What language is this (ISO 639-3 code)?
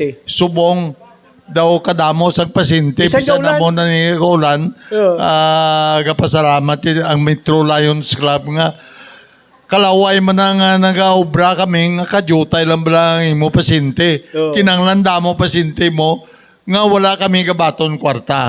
hil